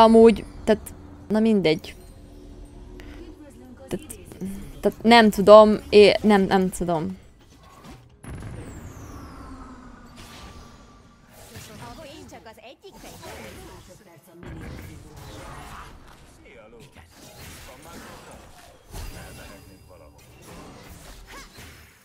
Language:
Hungarian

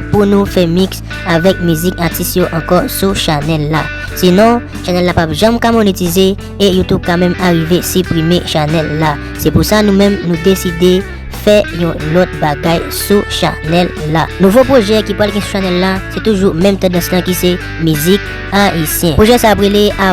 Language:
Haitian Creole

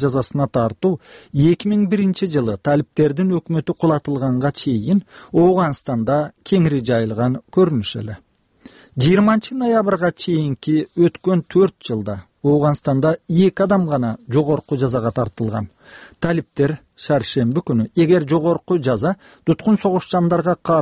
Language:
Kyrgyz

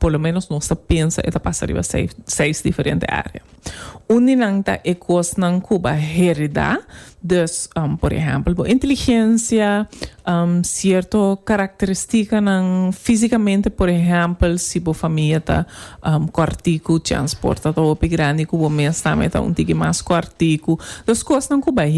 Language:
Papiamento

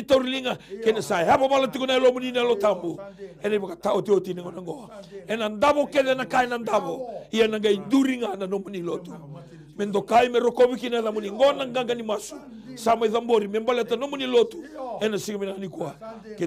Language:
Fijian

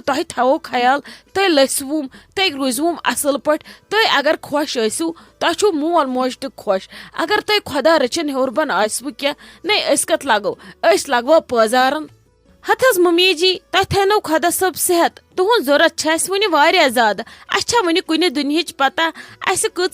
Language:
Kashmiri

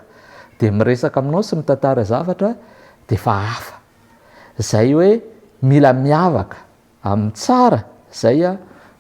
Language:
Malagasy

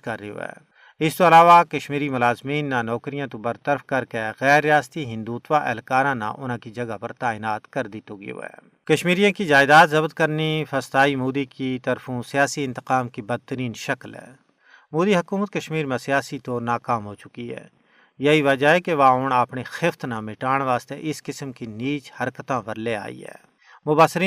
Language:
Gujari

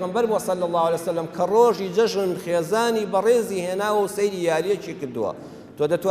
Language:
Central Kurdish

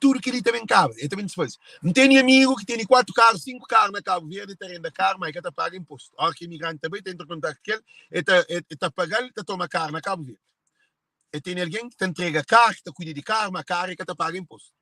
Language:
Kabuverdianu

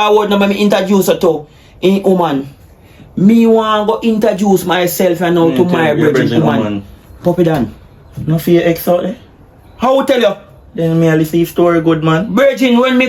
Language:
Jamaican Creole English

